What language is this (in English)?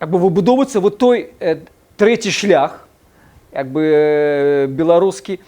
Belarusian